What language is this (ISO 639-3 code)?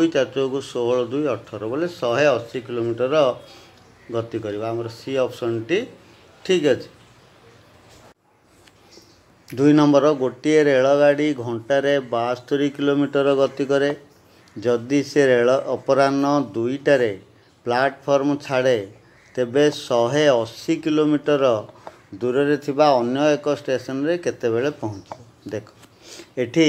ori